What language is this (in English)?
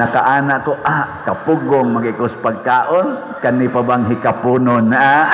Cebuano